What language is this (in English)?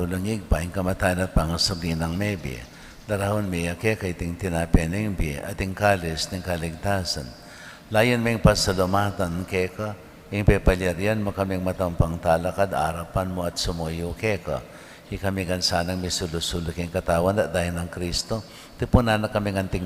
Pampanga